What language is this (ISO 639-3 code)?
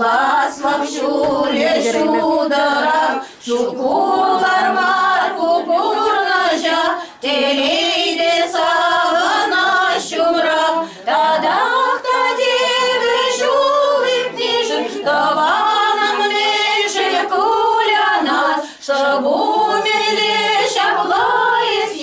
chv